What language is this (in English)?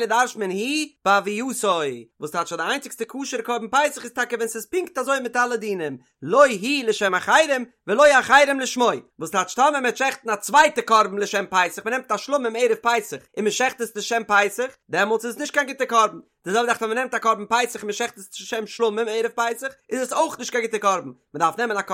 Yiddish